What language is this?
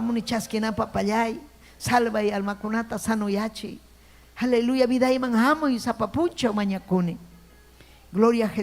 Ayacucho Quechua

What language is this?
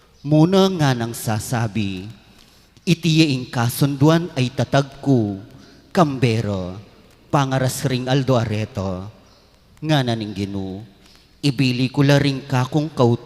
Pampanga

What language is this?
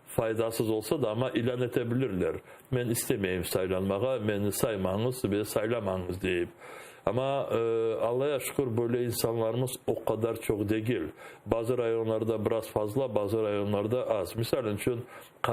Crimean Tatar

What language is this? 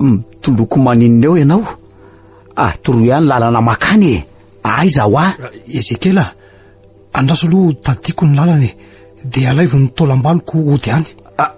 Malagasy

